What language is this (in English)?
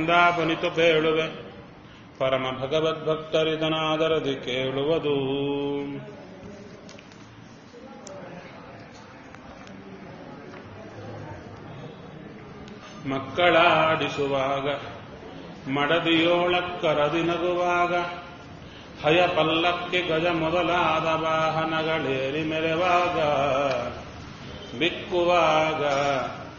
Kannada